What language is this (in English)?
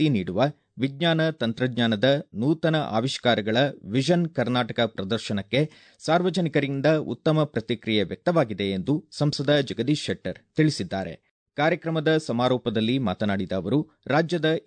Kannada